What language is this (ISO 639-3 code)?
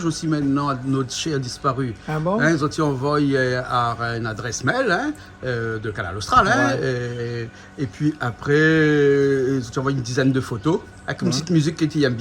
rcf